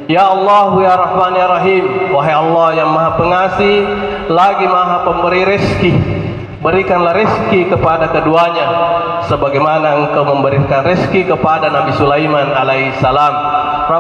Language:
Buginese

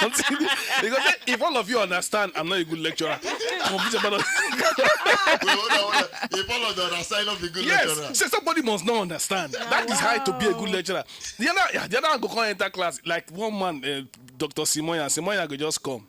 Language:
Nigerian Pidgin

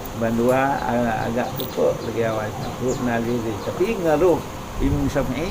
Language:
Achinese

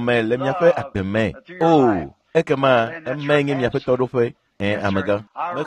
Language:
Ewe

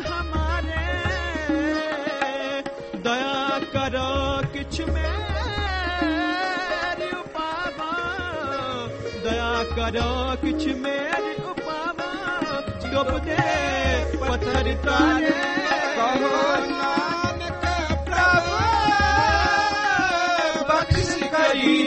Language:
Punjabi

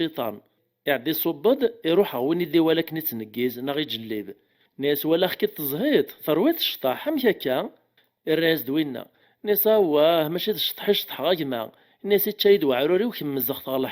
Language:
Kabyle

